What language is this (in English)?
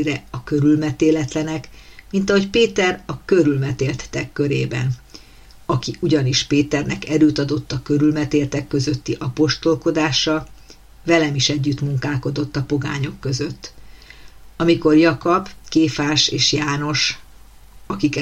Hungarian